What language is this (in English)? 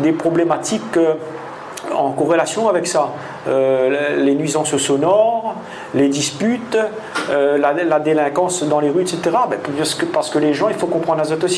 Réunion Creole French